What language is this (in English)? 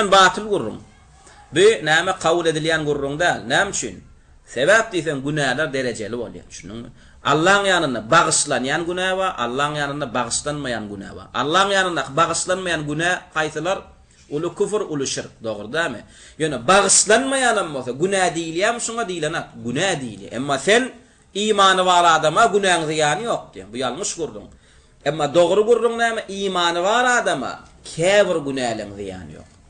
Turkmen